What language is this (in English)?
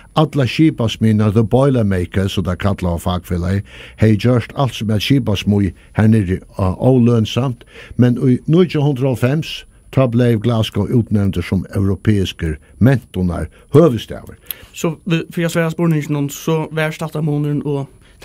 Faroese